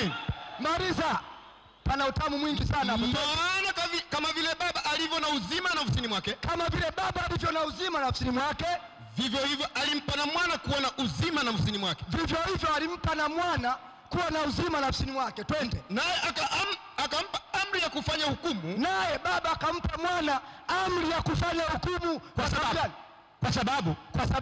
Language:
Swahili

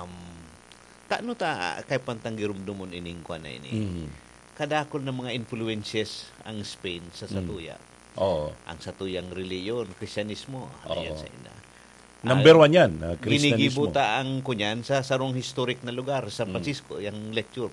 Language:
Bikol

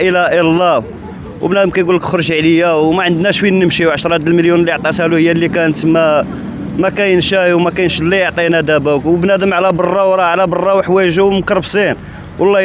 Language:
Moroccan Arabic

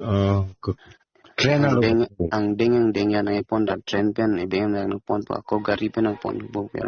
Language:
Karbi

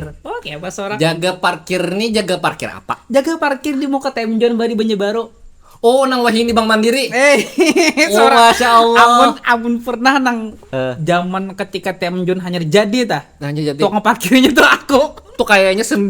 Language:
Banjar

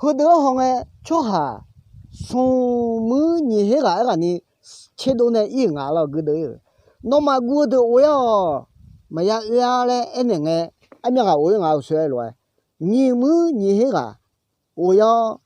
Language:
Akha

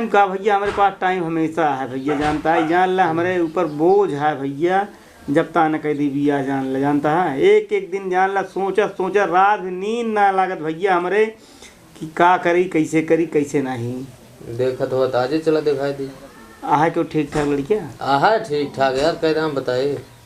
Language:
Awadhi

